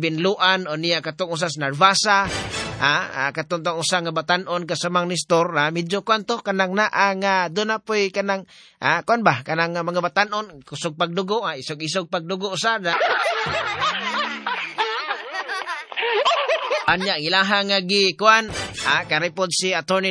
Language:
Cebuano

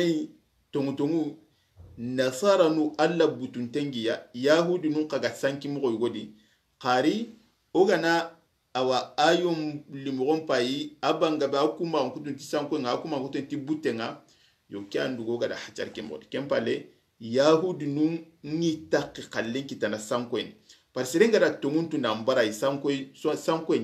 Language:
Soninke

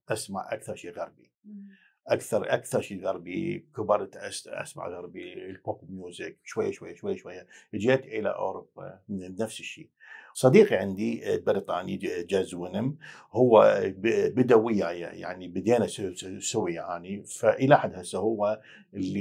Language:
Mesopotamian Arabic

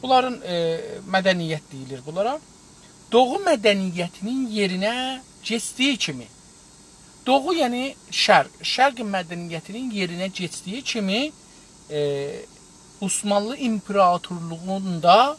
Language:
South Azerbaijani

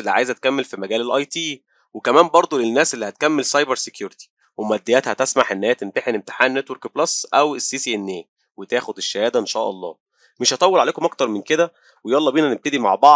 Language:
Egyptian Arabic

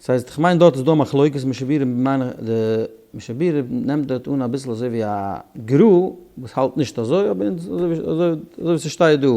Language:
Yiddish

